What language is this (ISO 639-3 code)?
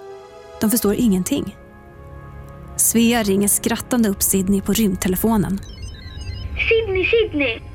swe